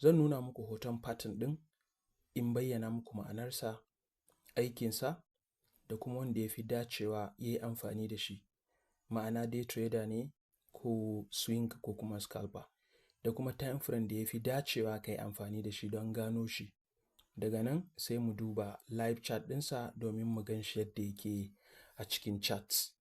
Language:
Hausa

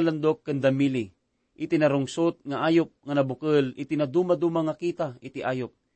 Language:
Iloko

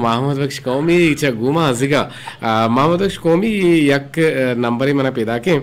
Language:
Eastern Balochi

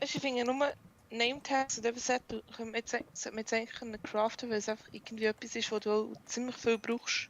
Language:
Swiss German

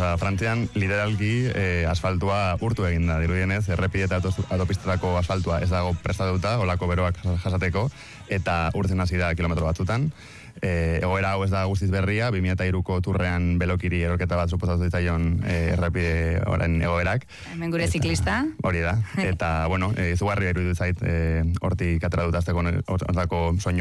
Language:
Basque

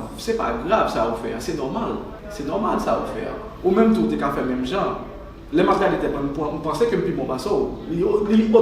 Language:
Haitian Creole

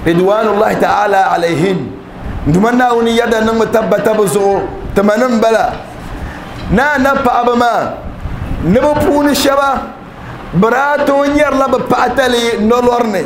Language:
Dagbani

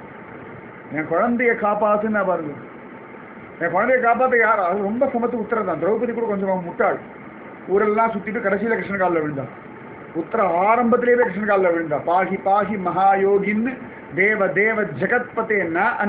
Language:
Tamil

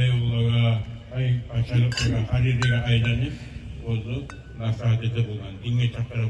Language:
Kumyk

